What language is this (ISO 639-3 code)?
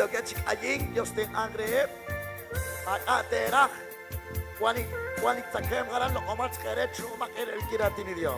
kek